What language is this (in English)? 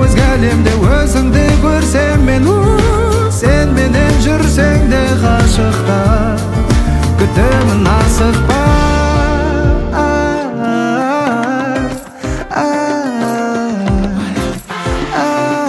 Kazakh